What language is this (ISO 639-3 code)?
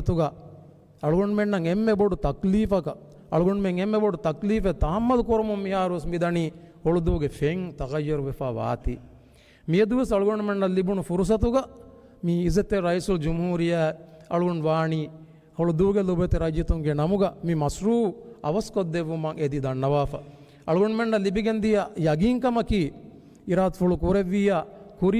div